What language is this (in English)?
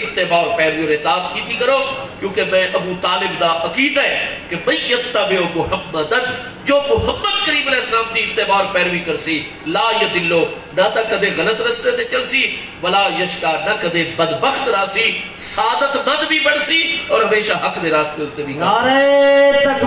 Saraiki